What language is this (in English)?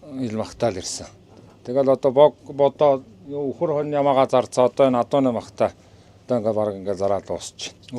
Mongolian